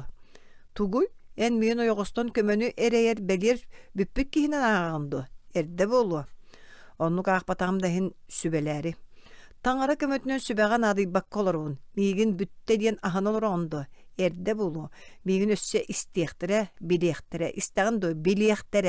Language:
Yakut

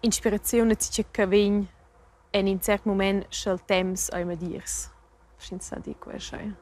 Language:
Romansh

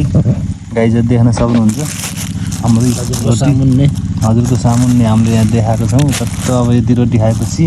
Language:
Nepali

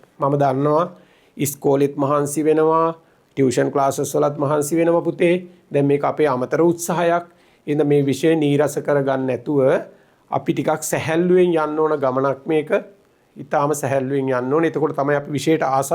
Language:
Sinhala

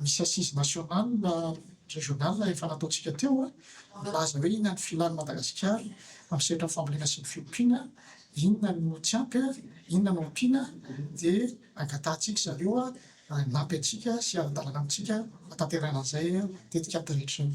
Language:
Malagasy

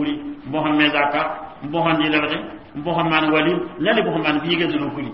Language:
Mossi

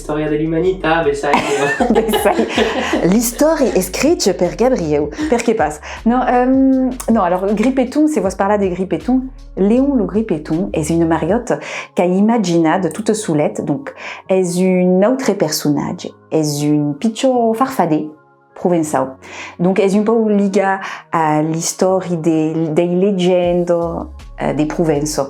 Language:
Occitan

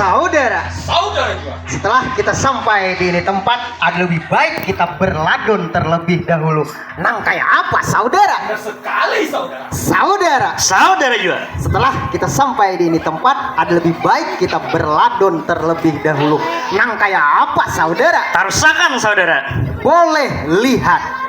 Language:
Banjar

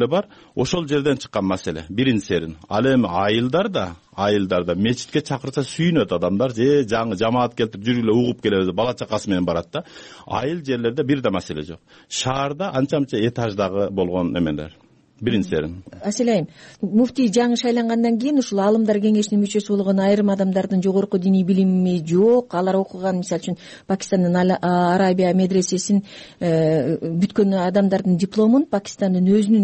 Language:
Kyrgyz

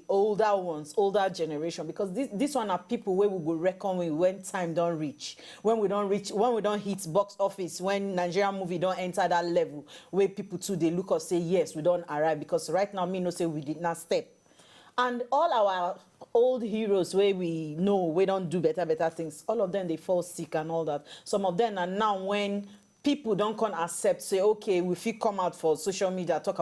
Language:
Nigerian Pidgin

